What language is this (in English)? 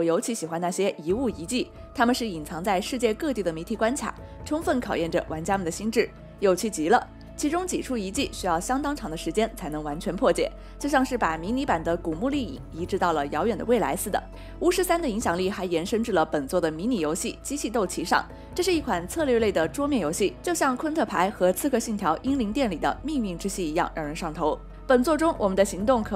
Chinese